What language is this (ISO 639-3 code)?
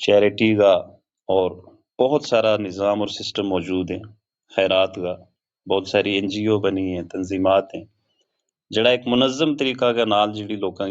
gju